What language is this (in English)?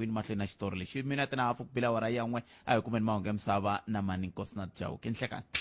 Tsonga